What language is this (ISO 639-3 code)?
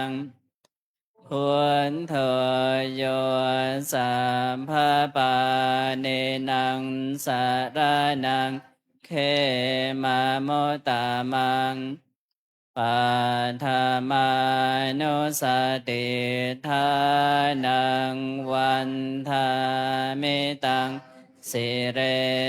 pli